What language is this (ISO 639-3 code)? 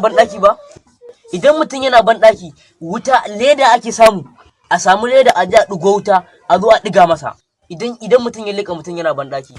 hau